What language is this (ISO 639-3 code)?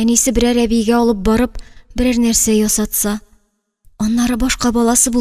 tat